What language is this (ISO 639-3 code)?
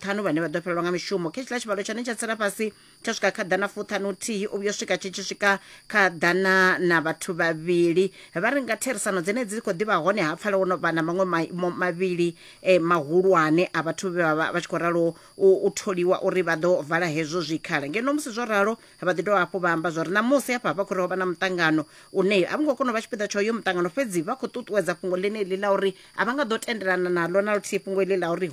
ven